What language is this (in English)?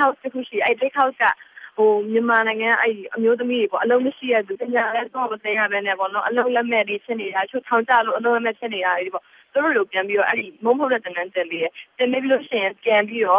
Burmese